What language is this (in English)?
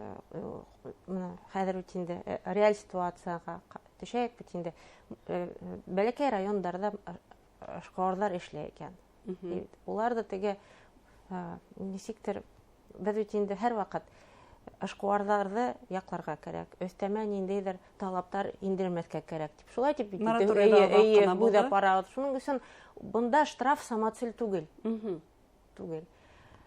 Bashkir